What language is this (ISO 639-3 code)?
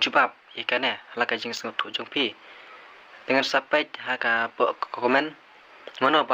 kha